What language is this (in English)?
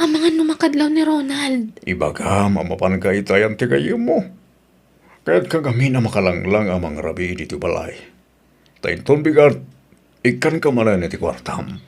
Iloko